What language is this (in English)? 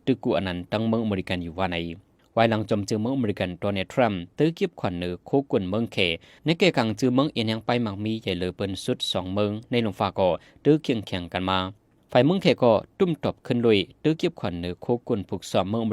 Shan